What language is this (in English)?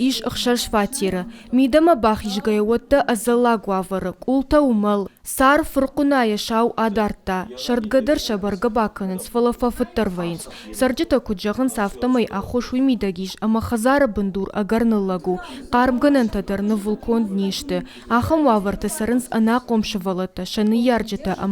Ossetic